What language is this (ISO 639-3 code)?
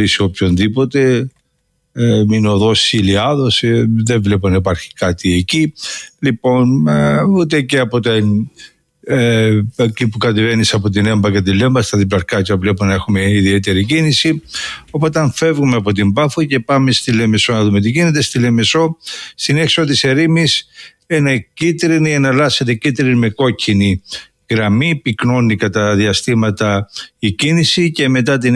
ell